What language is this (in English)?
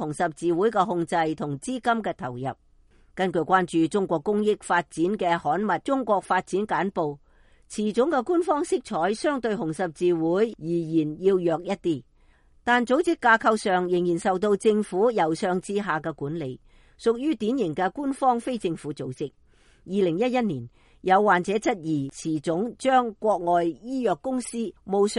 Cantonese